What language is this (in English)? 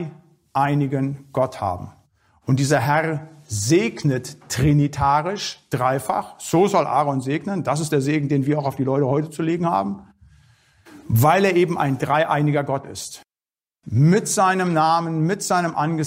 German